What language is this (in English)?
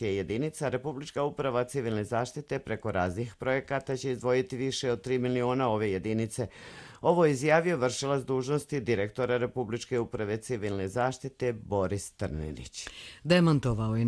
Croatian